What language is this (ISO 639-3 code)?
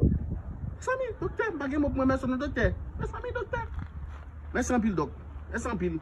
hat